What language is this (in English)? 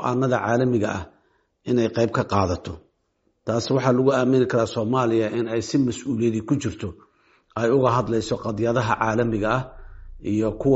Somali